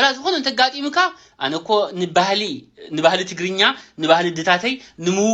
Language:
Tigrinya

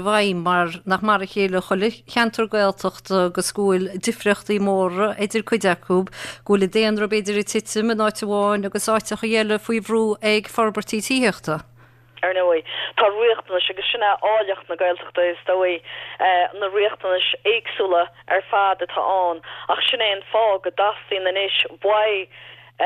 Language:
Irish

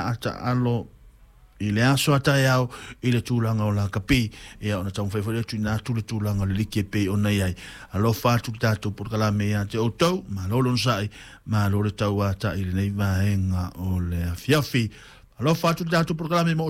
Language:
Samoan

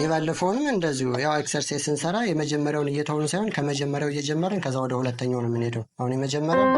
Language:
Amharic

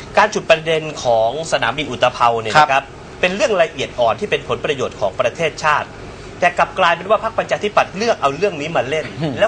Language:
Thai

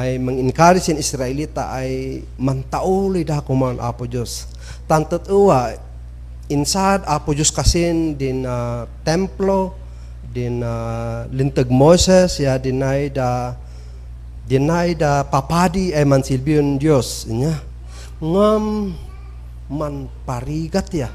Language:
Kankanaey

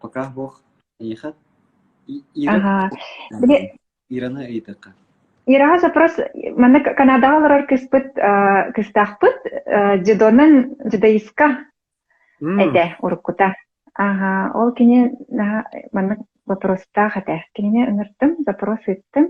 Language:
Yakut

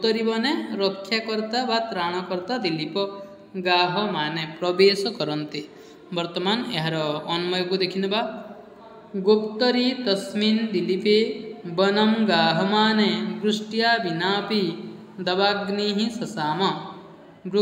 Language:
Odia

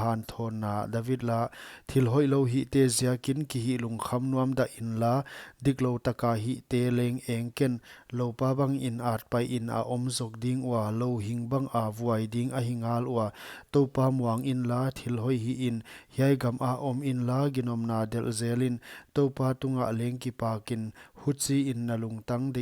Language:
Paite Chin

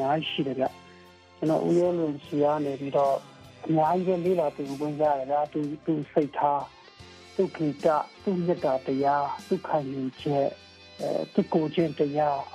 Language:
Burmese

